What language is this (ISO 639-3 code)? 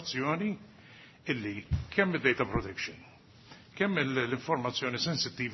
mlt